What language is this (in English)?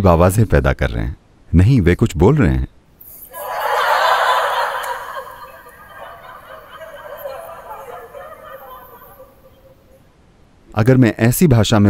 Hindi